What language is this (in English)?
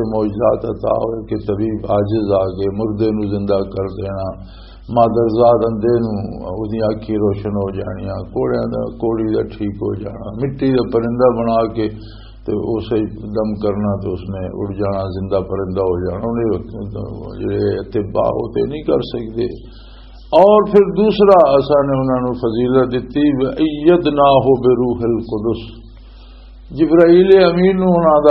Western Panjabi